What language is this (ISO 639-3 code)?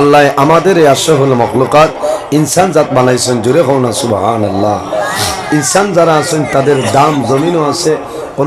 syl